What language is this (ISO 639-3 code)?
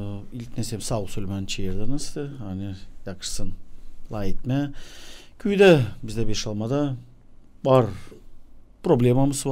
gag